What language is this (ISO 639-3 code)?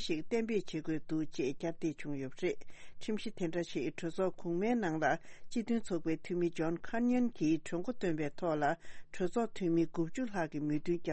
bod